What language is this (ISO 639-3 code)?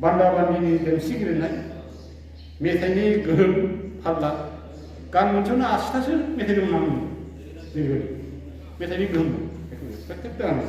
brx